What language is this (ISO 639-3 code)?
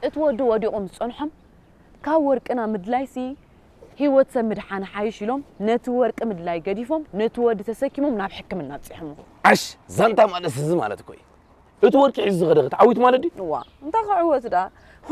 tir